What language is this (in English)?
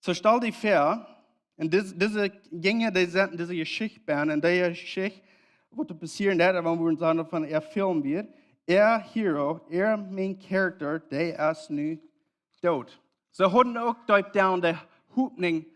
Plautdietsch